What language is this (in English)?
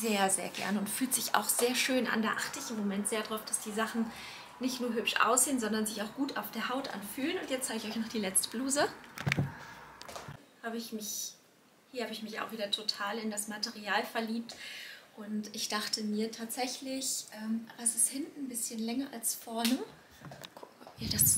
German